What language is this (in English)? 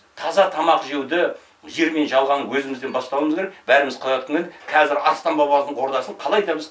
Kazakh